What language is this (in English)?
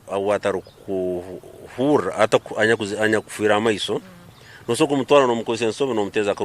Nyankole